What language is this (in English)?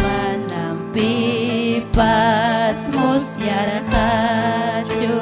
Ayacucho Quechua